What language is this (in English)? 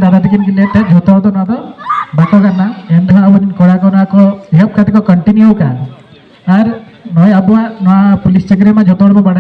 Santali